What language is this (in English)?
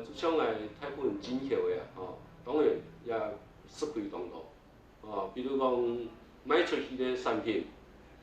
Hakka Chinese